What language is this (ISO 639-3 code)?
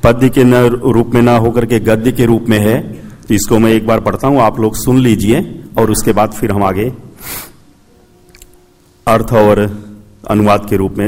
hin